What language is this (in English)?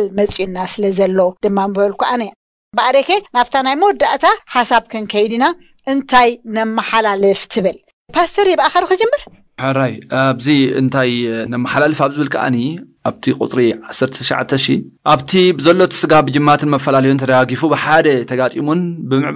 Tigrinya